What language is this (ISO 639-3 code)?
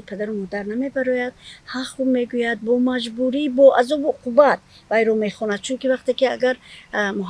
tgk